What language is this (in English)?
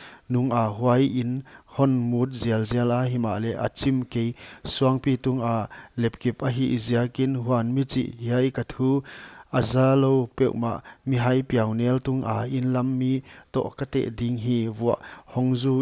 Paite Chin